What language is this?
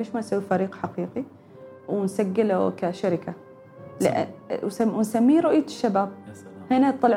Gulf Arabic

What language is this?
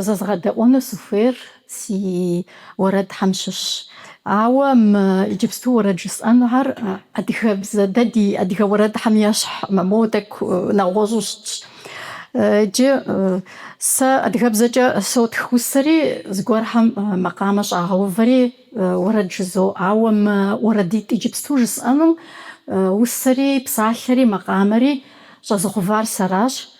Kabardian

